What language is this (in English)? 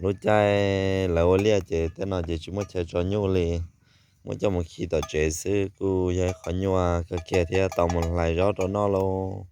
Hmong